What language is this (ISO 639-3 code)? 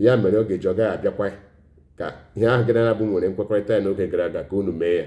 ibo